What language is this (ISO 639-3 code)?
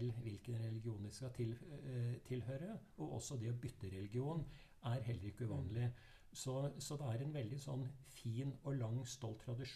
nor